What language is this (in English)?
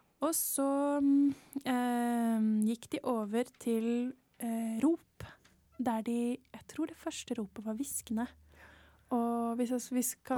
Norwegian